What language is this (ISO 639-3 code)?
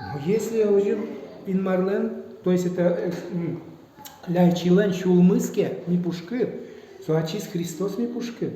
udm